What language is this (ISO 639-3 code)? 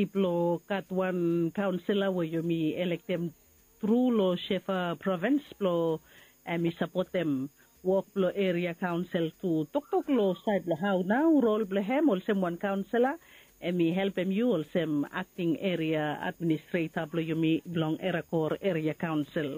bis